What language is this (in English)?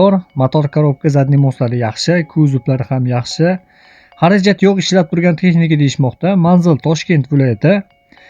Uzbek